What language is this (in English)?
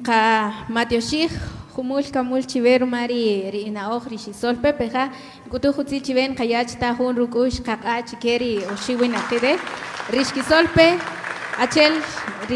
Kaqchikel